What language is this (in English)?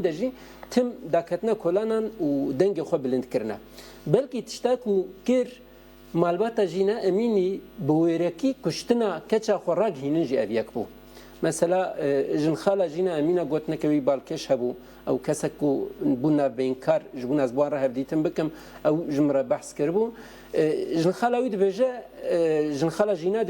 Kurdish